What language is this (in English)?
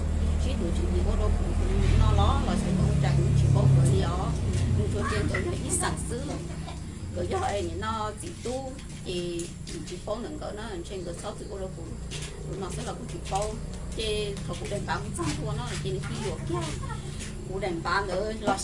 Hmong